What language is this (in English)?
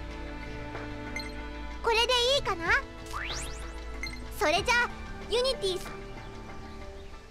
Japanese